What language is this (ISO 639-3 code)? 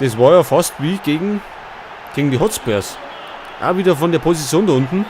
bar